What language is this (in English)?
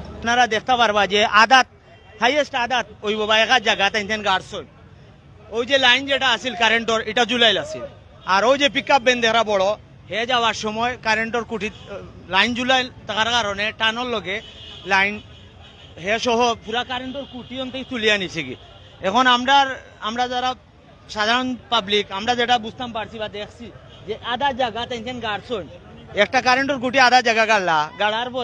Sylheti